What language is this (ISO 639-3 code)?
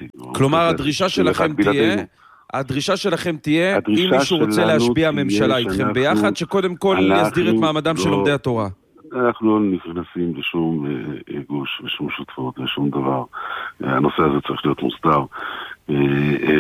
heb